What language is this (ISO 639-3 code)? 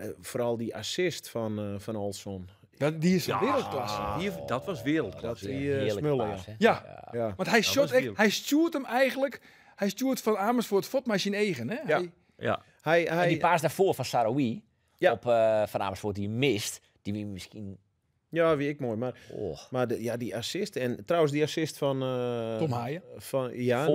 fry